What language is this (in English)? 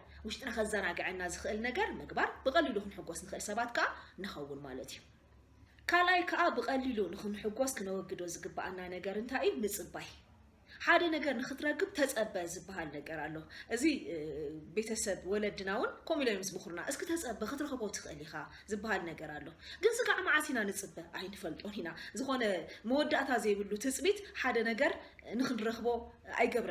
Tigrinya